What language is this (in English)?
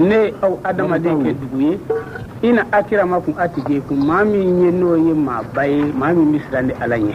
Bambara